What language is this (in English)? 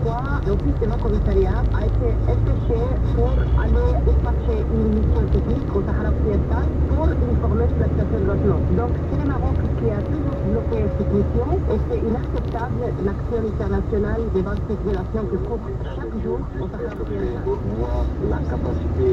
French